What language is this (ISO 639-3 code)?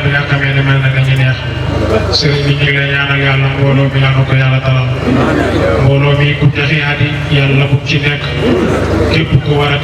wol